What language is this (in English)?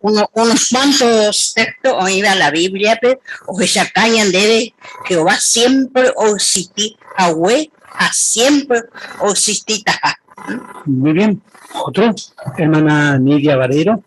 Guarani